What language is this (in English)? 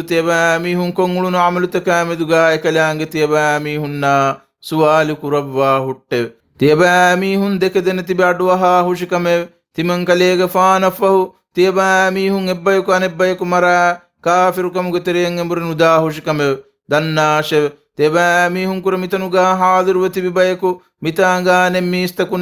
Divehi